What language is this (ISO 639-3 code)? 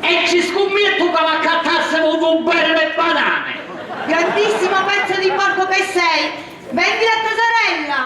scn